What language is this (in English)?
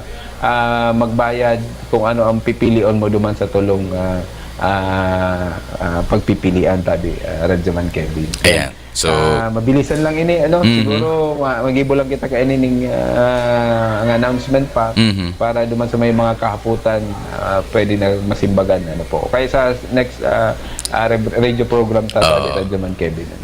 Bikol